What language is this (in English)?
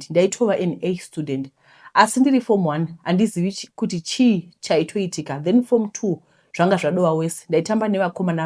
Shona